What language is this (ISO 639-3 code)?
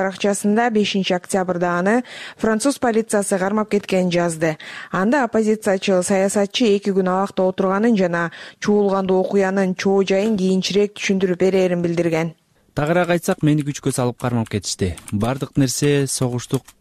kir